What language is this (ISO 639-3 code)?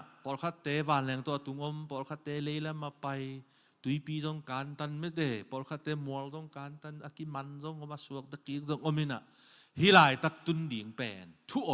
ctd